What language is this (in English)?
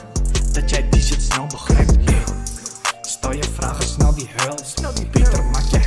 Dutch